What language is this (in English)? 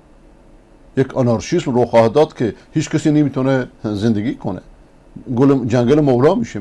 Persian